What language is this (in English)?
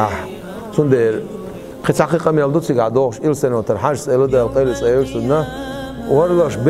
Chechen